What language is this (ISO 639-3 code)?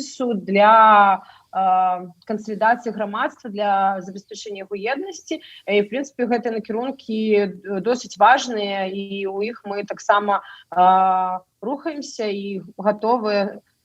bel